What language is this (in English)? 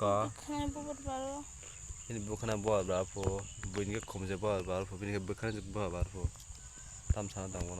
Kok Borok